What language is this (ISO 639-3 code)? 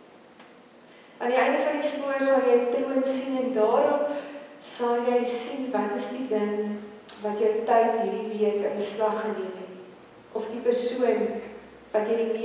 afr